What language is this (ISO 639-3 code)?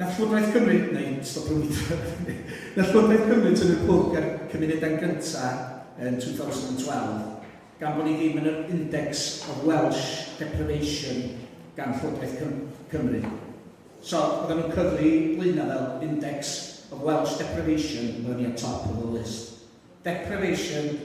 cym